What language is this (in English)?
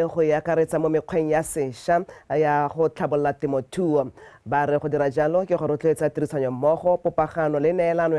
Tswana